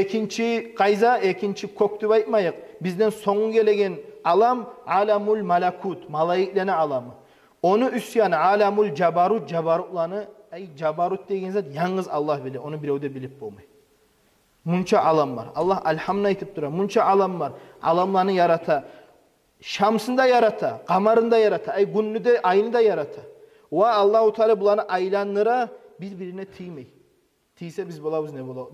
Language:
Kumyk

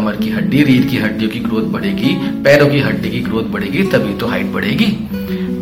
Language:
Hindi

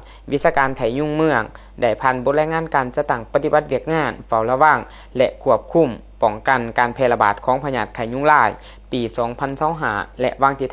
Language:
Lao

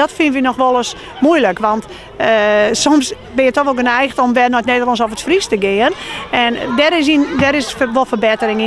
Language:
Western Frisian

